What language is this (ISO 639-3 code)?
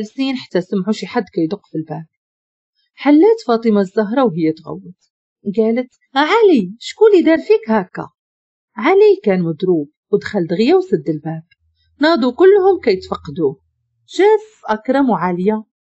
ary